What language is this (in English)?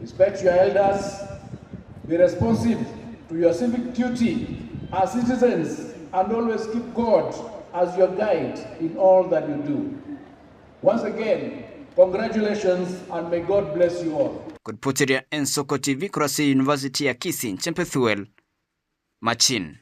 Gusii